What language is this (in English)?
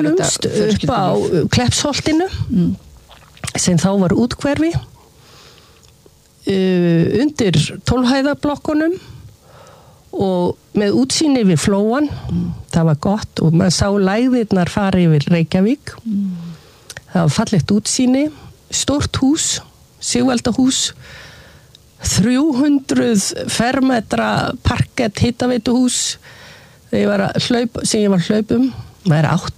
Icelandic